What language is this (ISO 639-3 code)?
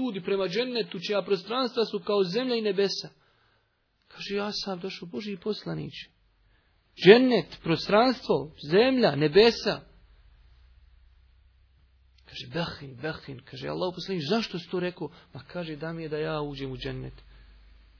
bos